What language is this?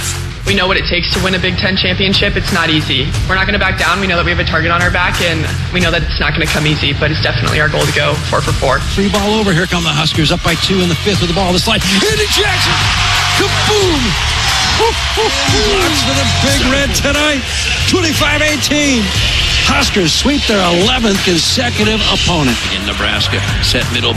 English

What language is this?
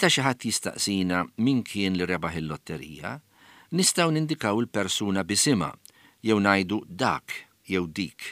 Maltese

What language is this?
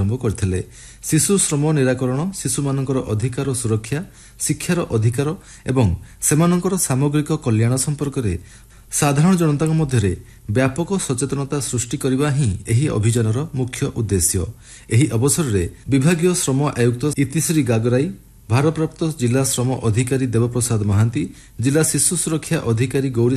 Odia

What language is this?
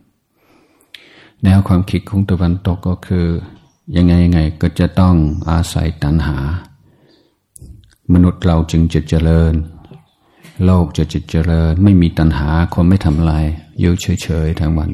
Thai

